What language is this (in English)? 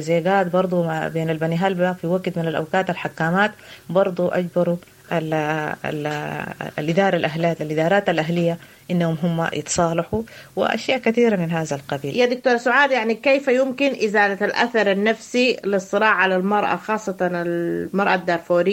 Sudanese Arabic